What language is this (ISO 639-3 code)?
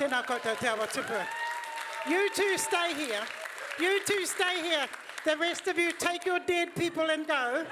mri